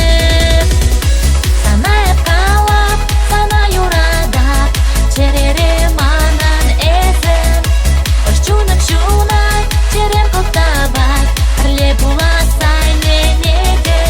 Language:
Chuvash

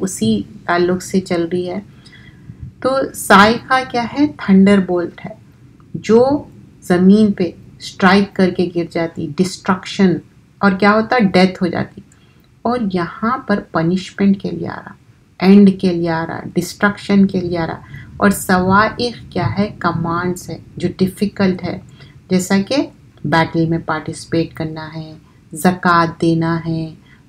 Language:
Urdu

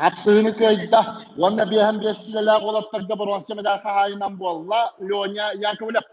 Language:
Yakut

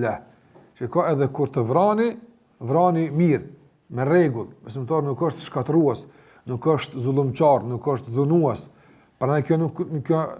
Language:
Albanian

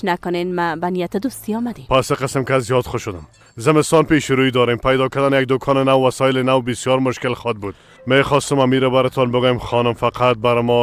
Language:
Persian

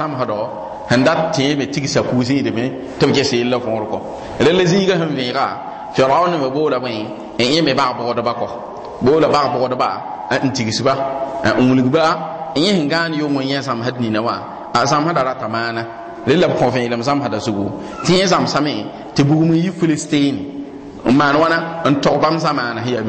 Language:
Mossi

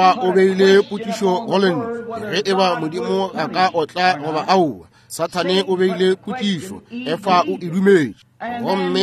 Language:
Northern Sotho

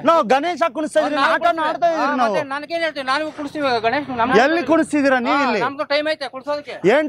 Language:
Kannada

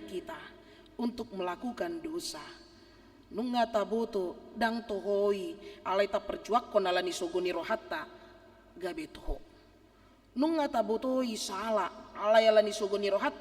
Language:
Batak Toba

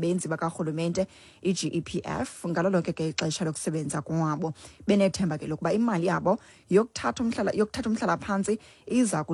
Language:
Xhosa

